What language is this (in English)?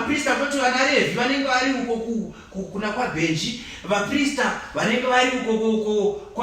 Shona